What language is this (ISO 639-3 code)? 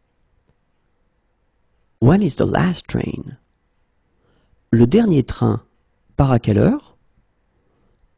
fra